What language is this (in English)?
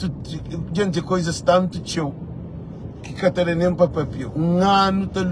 Kabuverdianu